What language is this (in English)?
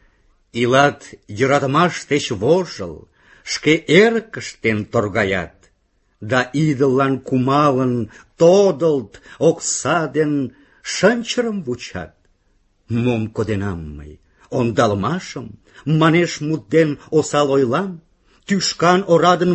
Mari